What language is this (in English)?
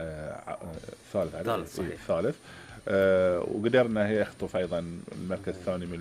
Gulf Arabic